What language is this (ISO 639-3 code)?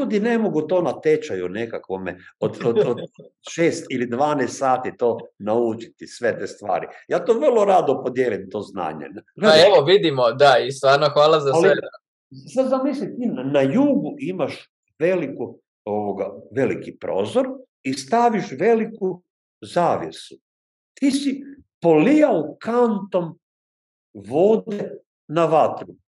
hrv